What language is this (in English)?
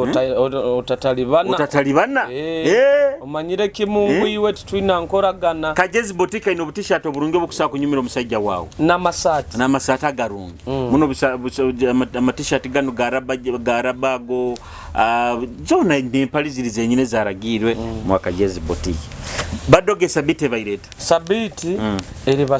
Nyoro